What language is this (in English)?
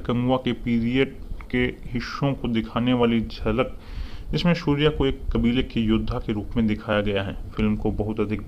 Hindi